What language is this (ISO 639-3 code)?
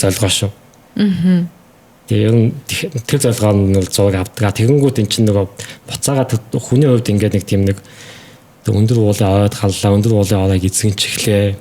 mon